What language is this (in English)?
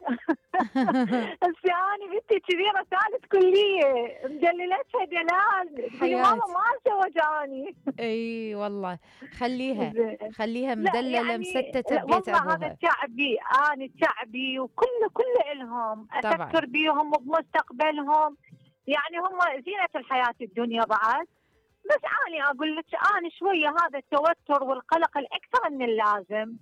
Mesopotamian Arabic